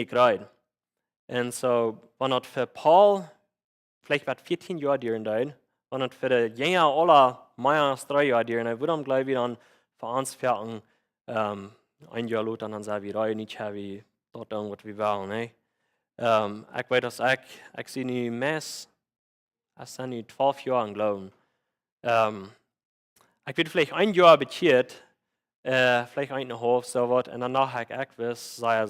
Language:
Plautdietsch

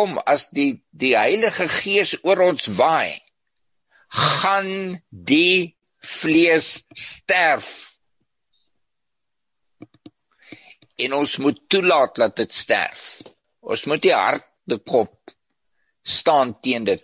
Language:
Afrikaans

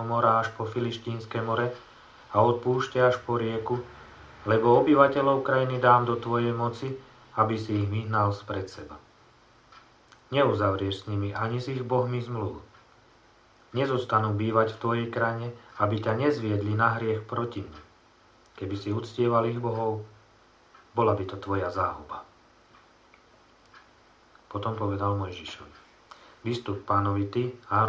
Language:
Slovak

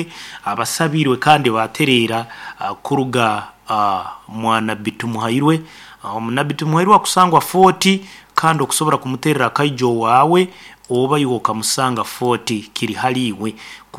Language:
Nyoro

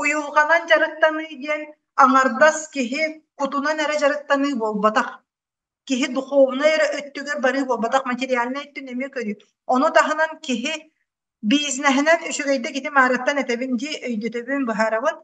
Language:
Yakut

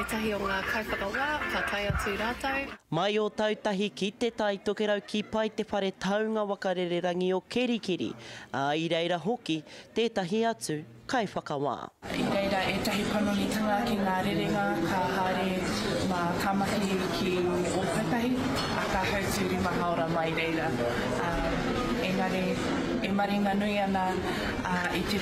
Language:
Māori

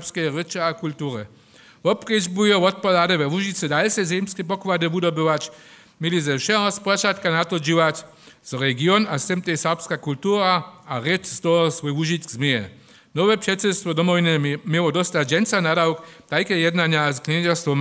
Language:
Upper Sorbian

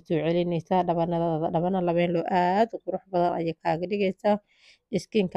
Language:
Somali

